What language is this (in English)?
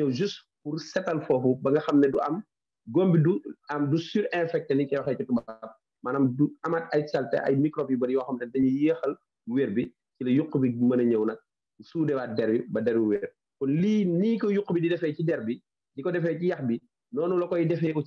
Wolof